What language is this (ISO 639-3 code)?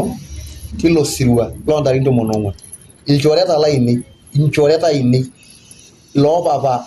mas